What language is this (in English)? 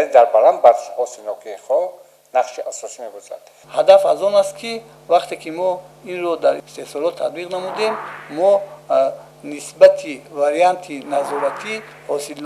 Tajik